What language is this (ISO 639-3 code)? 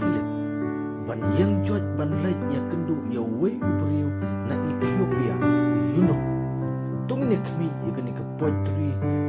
kha